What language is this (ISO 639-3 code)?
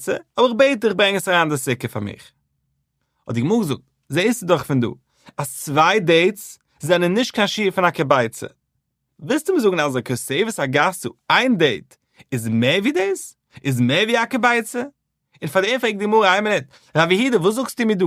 yid